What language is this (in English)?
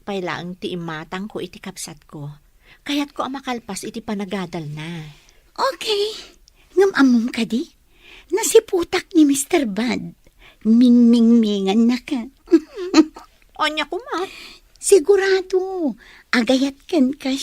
Iloko